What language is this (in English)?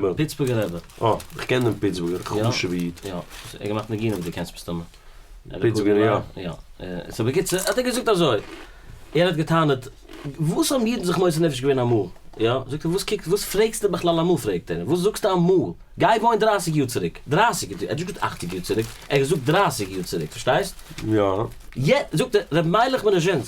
Yiddish